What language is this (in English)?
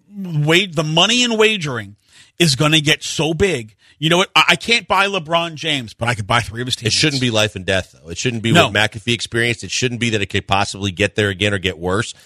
English